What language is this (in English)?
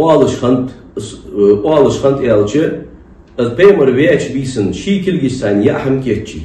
Ingush